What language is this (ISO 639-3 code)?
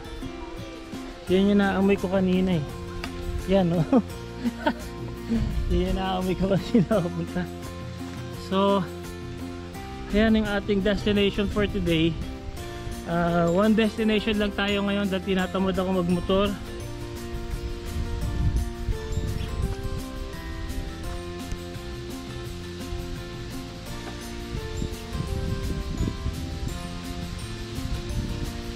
fil